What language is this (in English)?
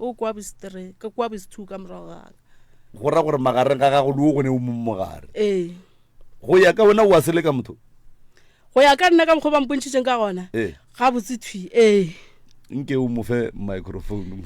Northern Sotho